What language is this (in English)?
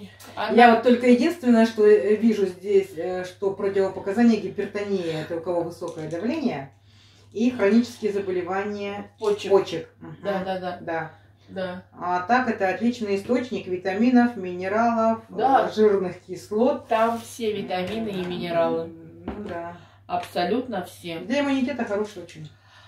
Russian